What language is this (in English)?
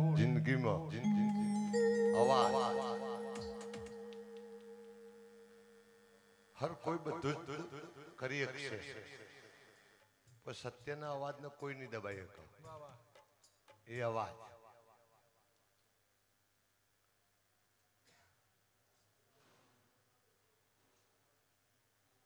Gujarati